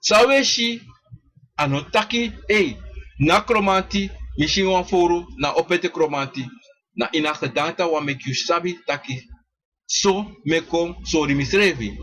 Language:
Sranan Tongo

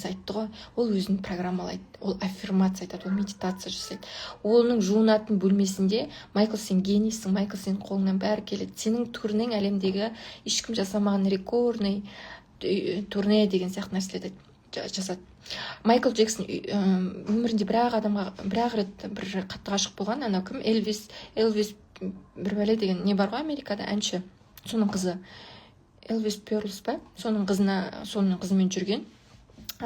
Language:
Kazakh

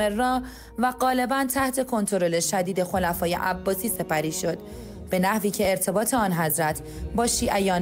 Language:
Persian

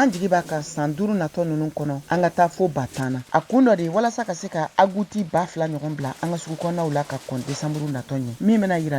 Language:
Bambara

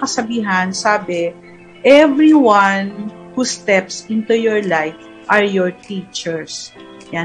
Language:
Filipino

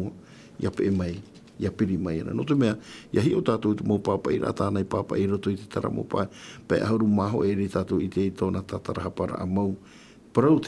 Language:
Tahitian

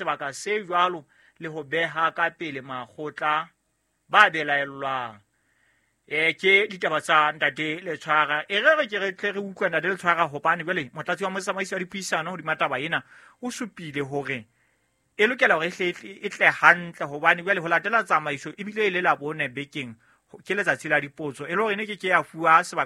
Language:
Southern Sotho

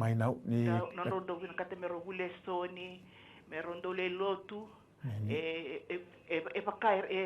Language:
Fijian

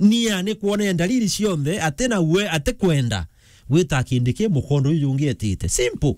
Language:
Meru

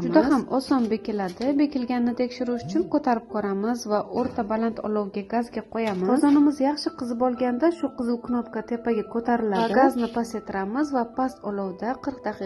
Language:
Uzbek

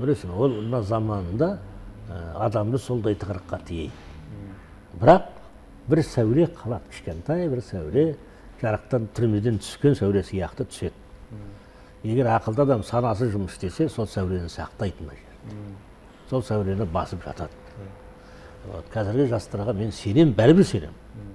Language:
Kazakh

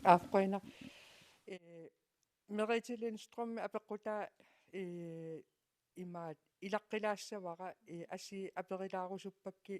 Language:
Kalaallisut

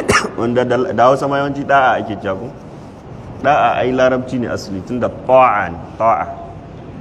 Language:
Hausa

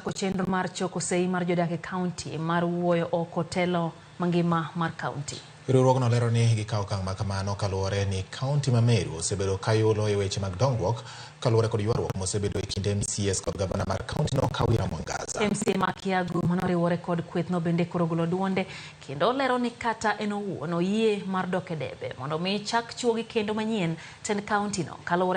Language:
Luo (Kenya and Tanzania)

